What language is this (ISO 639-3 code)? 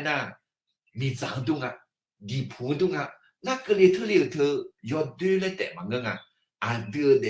ahk